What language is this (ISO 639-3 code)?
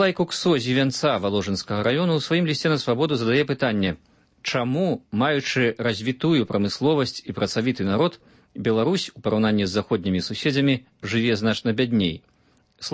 bel